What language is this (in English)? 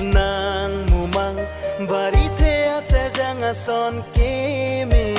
Karbi